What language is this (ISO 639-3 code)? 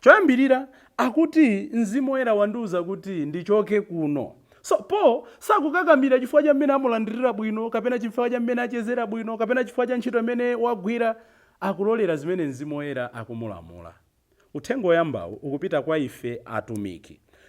nya